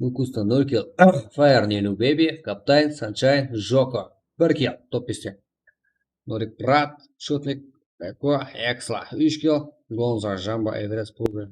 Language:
Kara-Kalpak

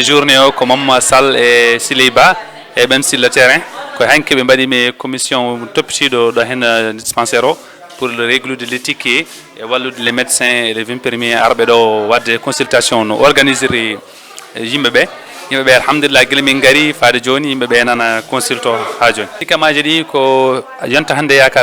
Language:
Fula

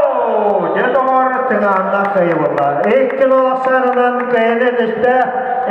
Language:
Yakut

